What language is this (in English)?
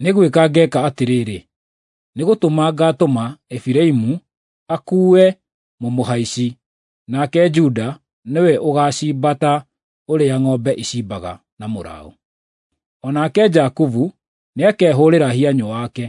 Kikuyu